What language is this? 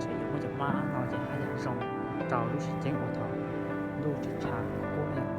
Hmong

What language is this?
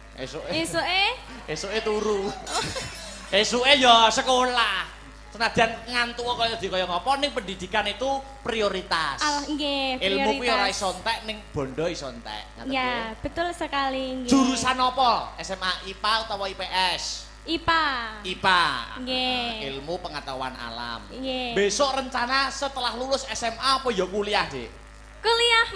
Javanese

